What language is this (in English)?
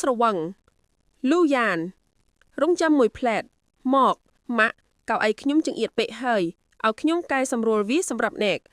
Khmer